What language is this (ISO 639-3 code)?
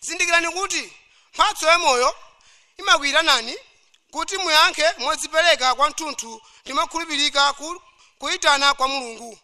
nya